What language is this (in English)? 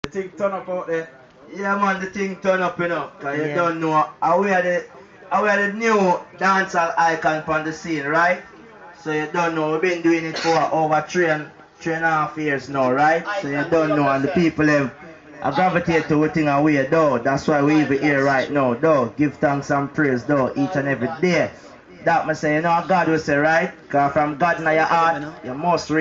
Jamaican Creole English